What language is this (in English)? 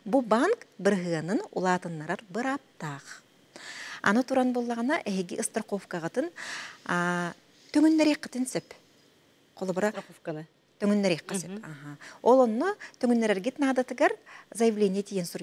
Yakut